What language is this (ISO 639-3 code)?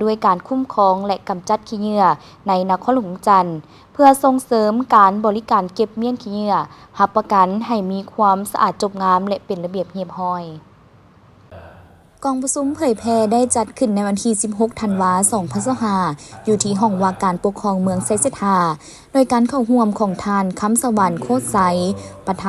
lao